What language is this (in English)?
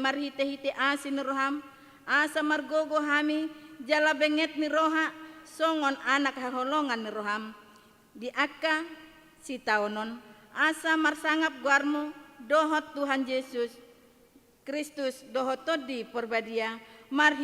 Batak Toba